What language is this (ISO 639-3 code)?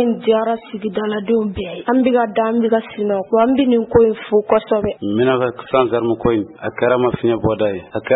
bam